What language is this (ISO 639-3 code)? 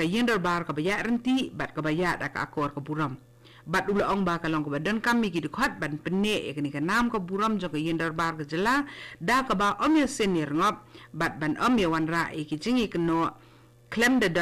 kha